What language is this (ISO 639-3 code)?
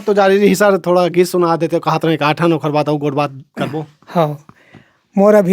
hne